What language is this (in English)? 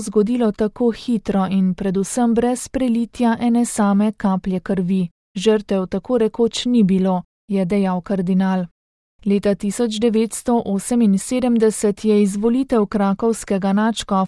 Slovenian